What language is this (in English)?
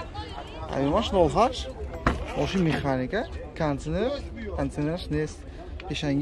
Tajik